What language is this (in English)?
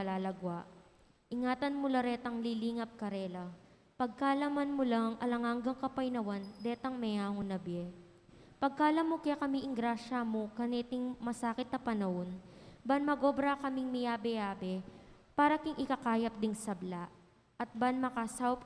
Pampanga